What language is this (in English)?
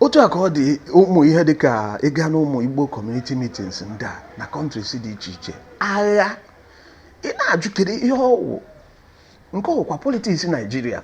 Igbo